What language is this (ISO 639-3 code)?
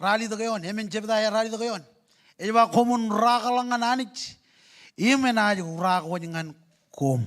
mah